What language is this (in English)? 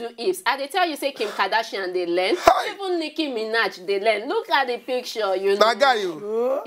Nigerian Pidgin